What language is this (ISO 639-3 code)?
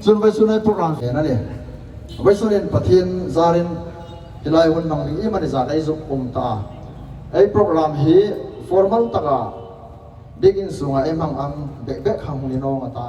hmr